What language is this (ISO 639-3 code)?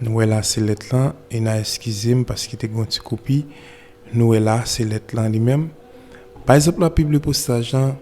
hat